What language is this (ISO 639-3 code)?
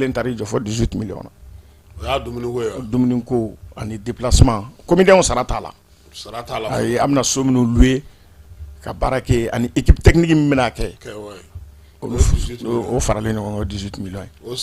bam